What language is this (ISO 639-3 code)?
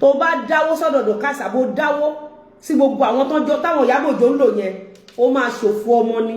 yor